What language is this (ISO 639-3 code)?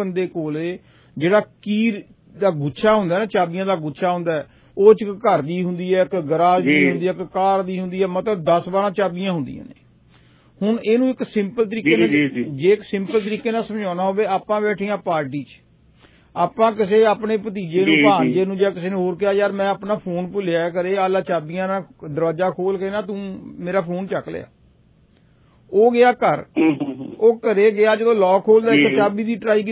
pan